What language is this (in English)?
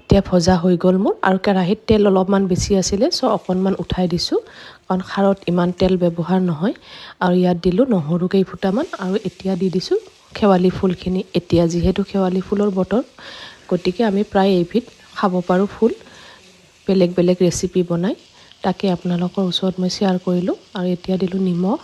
Assamese